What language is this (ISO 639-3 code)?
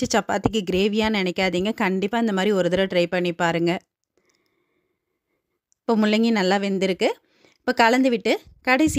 tam